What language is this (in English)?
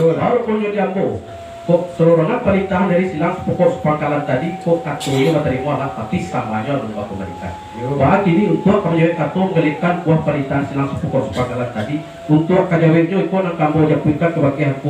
Minangkabau